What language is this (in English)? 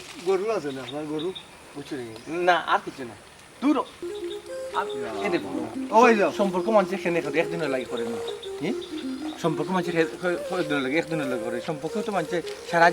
Sylheti